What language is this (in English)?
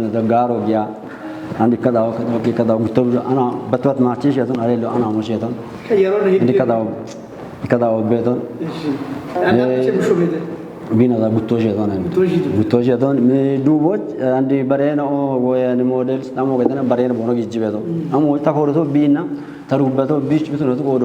Kafa